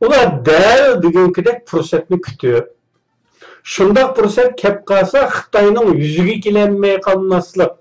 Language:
Uyghur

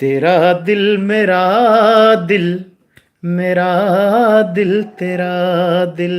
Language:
Haryanvi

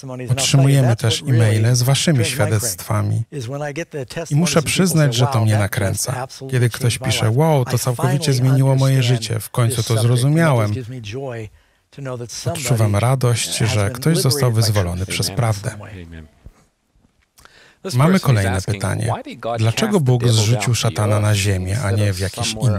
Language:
Polish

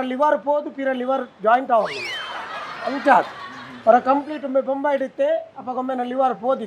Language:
Tulu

